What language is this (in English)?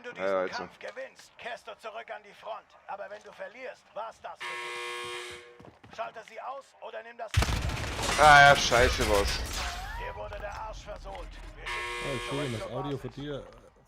Bavarian